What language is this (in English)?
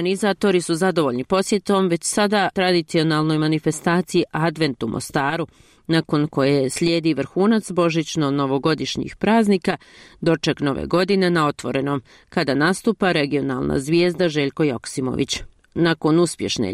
Bosnian